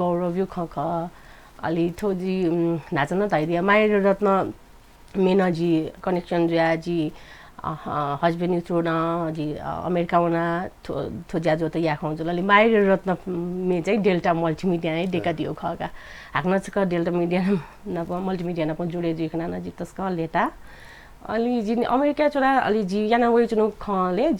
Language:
Newari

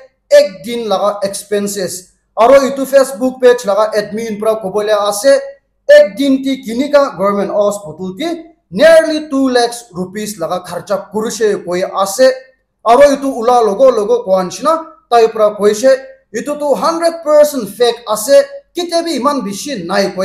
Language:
Naga Pidgin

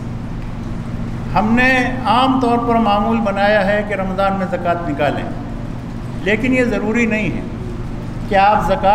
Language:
Urdu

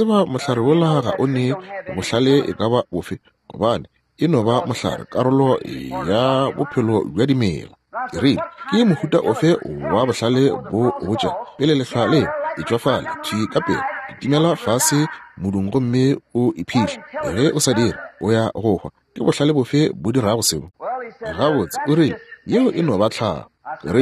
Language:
Northern Sotho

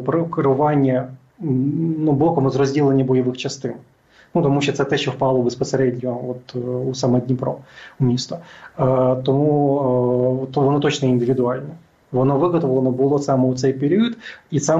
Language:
Ukrainian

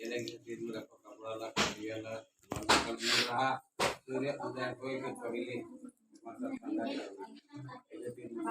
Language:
Chhattisgarhi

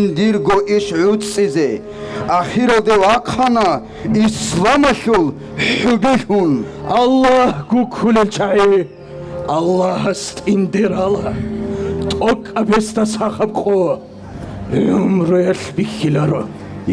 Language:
Avaric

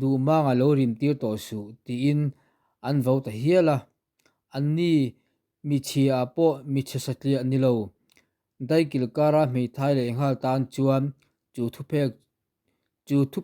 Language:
Mizo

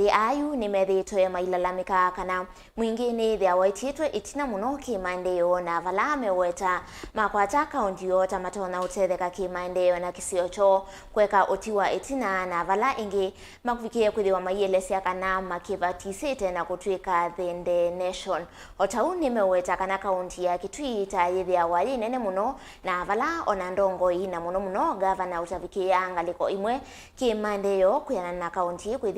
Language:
Kamba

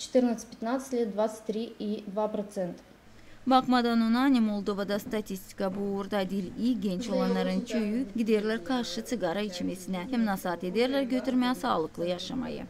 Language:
Gagauz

